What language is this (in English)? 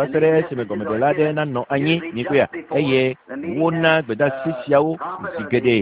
Ewe